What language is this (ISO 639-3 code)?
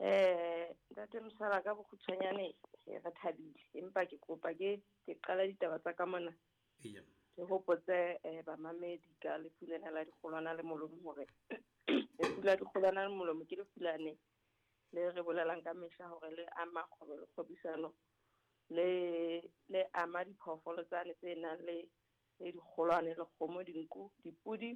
sot